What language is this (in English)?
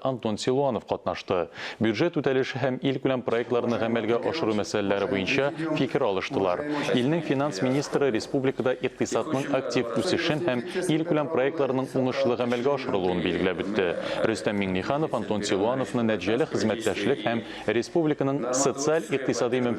Tatar